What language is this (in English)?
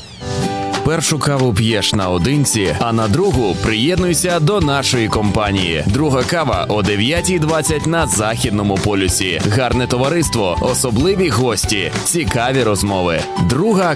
Ukrainian